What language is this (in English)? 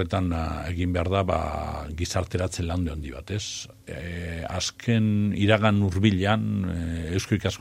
Basque